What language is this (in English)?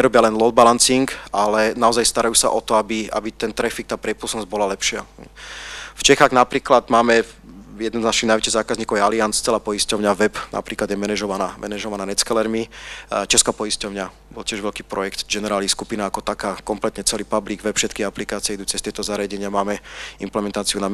Slovak